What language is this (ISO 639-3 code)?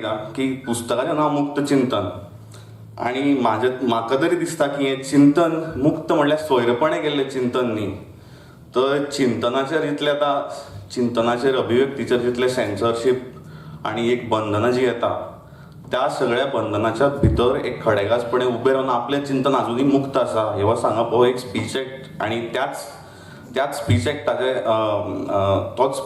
kok